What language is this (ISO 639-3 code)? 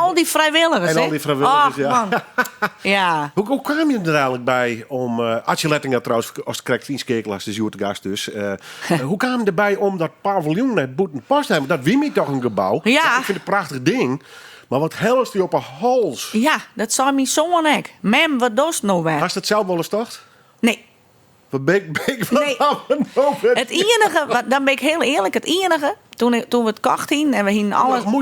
fry